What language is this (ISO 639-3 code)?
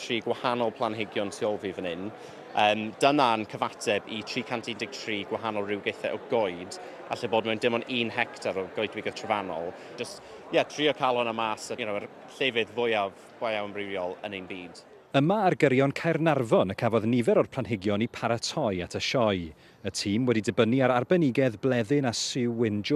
cym